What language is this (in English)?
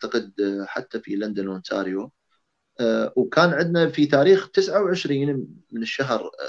Arabic